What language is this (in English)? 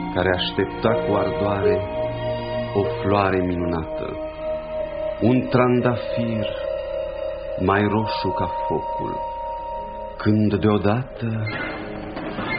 Romanian